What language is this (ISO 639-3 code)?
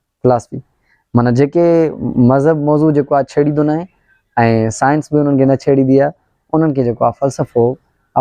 snd